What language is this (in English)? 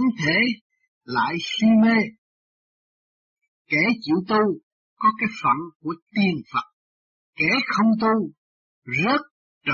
Vietnamese